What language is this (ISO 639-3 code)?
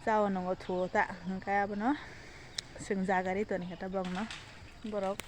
trp